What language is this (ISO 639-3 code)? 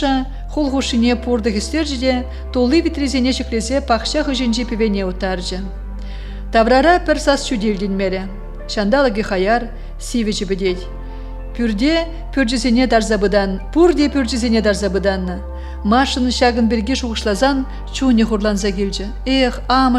chv